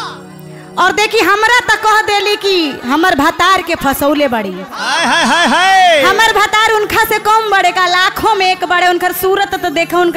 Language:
Bhojpuri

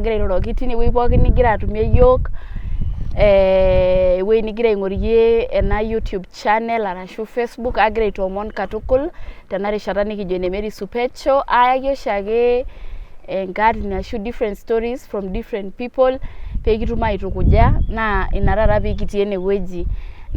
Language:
Masai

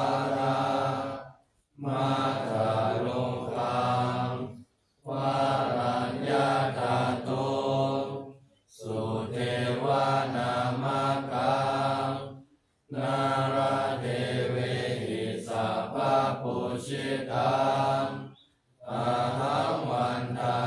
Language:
Pali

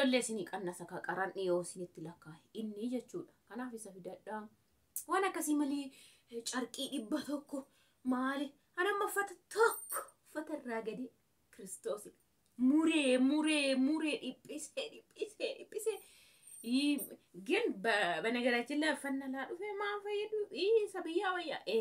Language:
Oromo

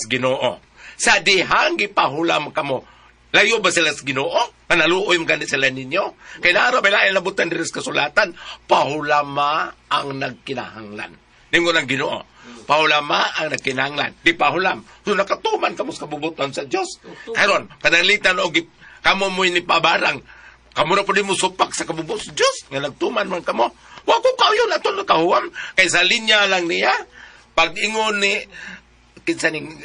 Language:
Cebuano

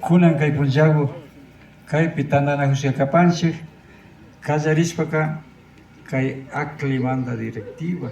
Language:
Imbabura Highland Quichua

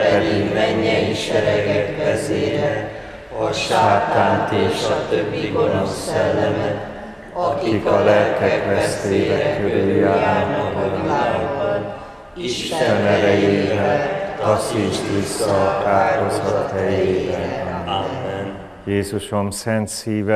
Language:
Hungarian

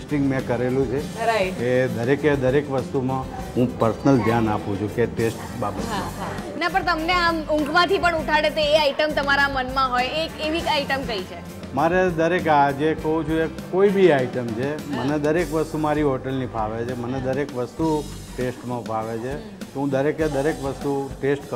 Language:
Gujarati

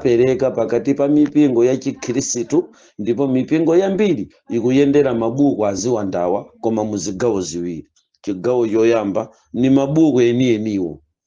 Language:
Nyanja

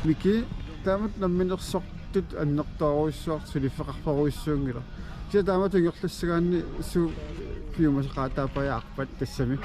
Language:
Kalaallisut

